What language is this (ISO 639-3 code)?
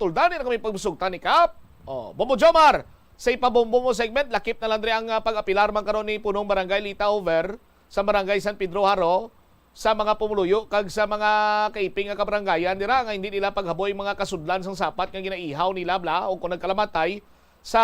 hil